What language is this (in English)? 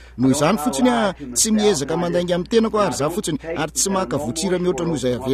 Malagasy